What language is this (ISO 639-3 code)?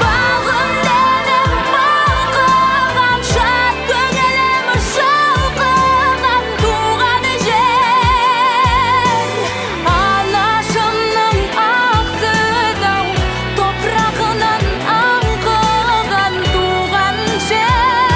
crh